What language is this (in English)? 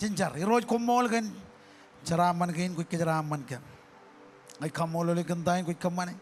Marshallese